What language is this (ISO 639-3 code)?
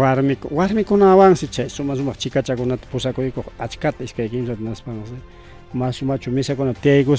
quy